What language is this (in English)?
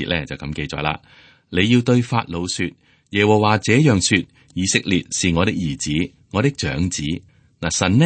Cantonese